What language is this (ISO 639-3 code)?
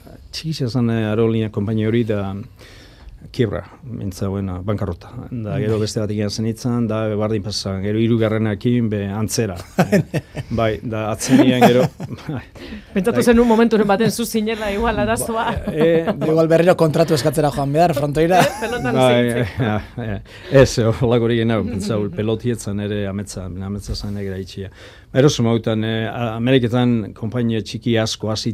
eus